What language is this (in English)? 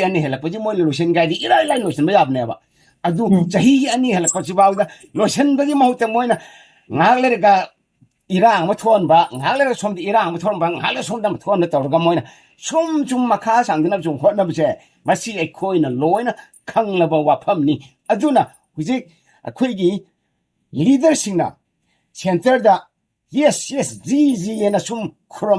Manipuri